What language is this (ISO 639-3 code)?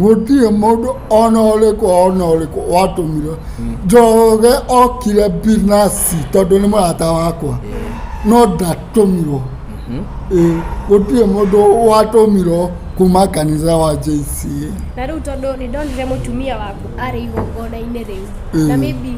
kik